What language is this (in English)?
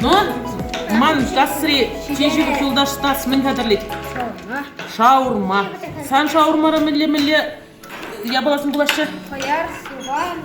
Chuvash